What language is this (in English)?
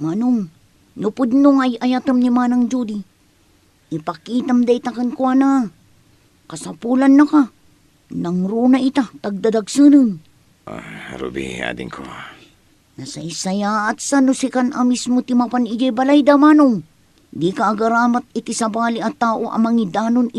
Iloko